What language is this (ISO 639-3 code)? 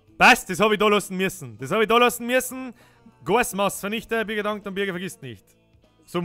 bar